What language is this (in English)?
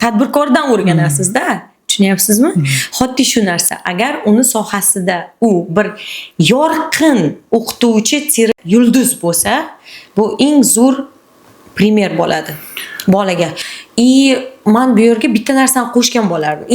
Uzbek